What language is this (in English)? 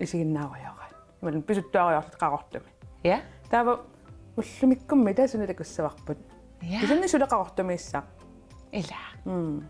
Kalaallisut